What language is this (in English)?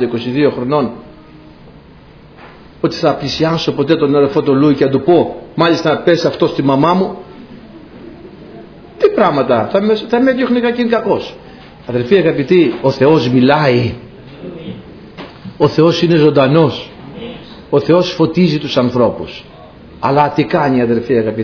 Greek